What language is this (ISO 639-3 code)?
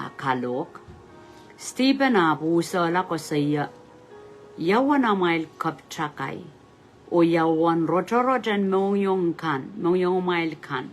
pon